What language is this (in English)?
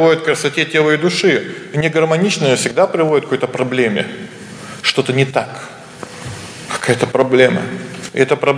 Russian